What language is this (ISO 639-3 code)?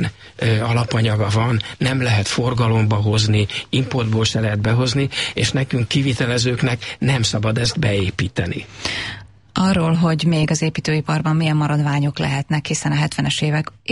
hun